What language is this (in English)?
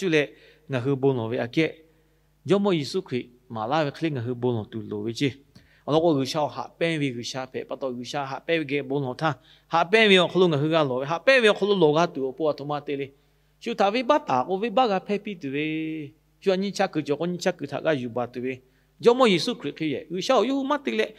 Lahu